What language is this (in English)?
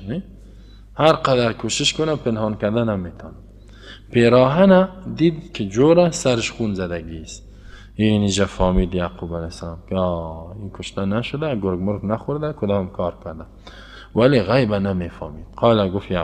Persian